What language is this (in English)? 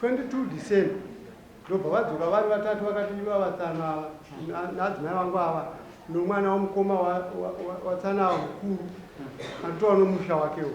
Shona